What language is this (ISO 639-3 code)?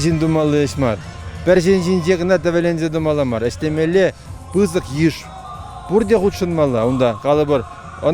chv